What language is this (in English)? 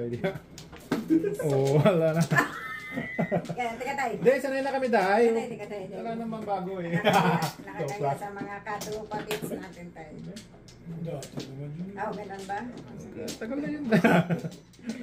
Filipino